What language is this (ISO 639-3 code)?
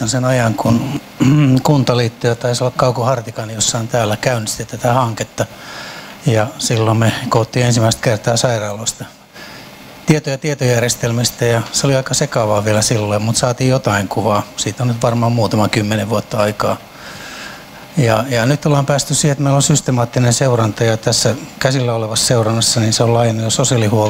fin